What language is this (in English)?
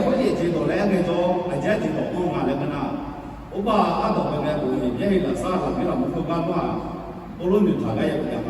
Akha